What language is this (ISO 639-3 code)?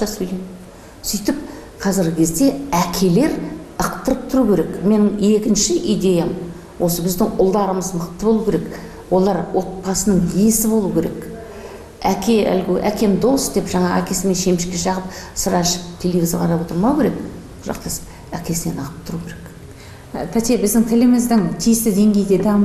kaz